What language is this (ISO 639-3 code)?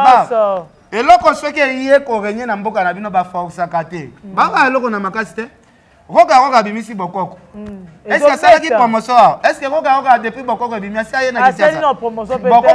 lin